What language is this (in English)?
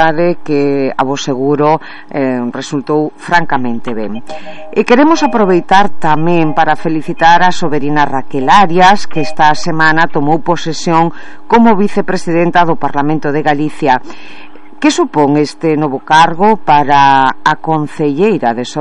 Galician